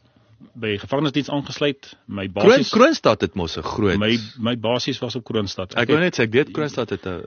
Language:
Afrikaans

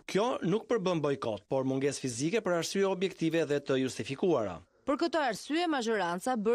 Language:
Albanian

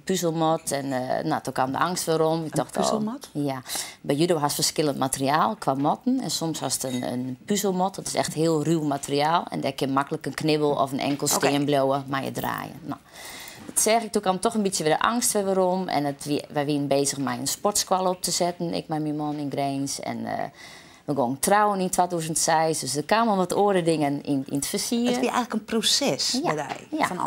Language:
Western Frisian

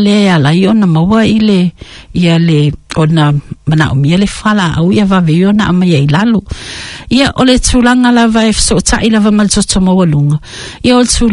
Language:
Samoan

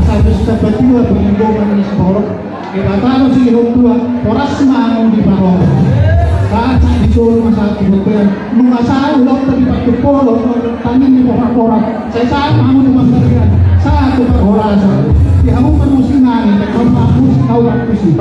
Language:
Batak Toba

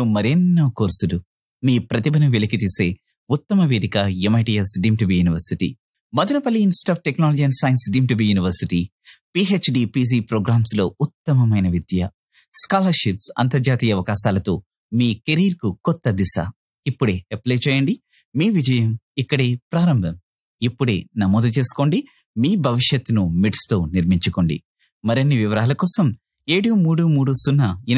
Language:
Telugu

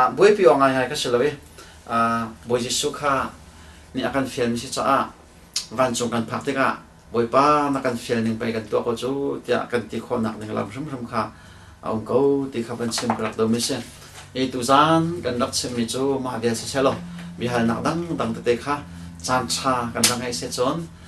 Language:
Hakha Chin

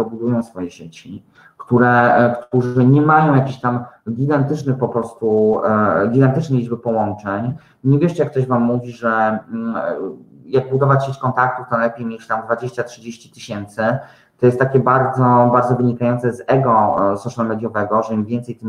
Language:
Polish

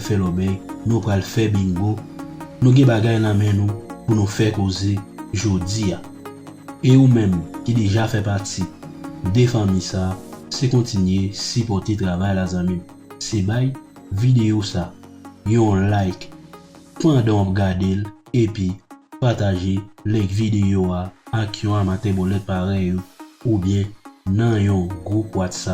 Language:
Haitian Creole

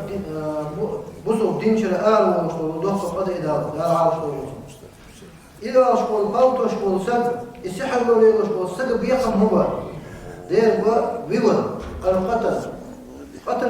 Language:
Chechen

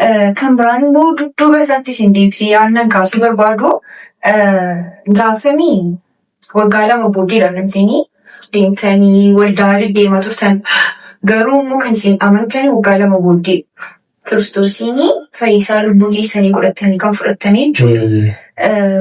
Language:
Oromo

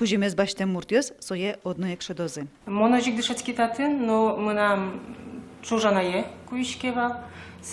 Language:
Udmurt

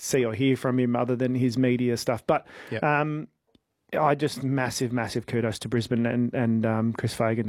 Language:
English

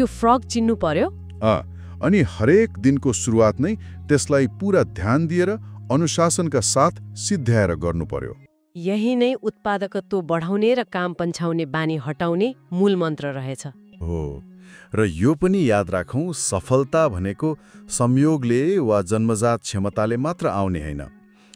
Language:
Nepali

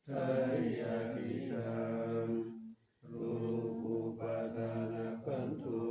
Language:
Pali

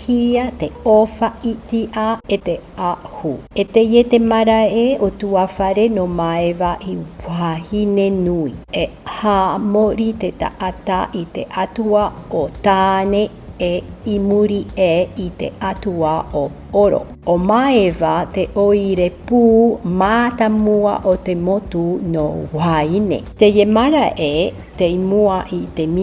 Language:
Tahitian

